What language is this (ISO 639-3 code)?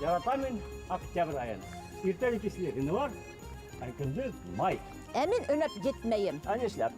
bak